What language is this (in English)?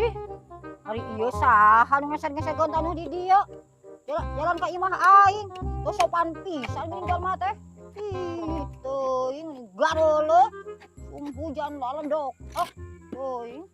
Sundanese